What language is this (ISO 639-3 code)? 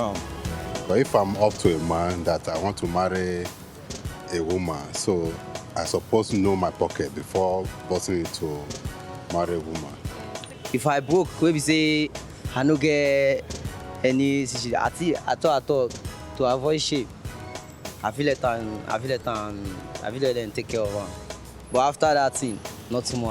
pcm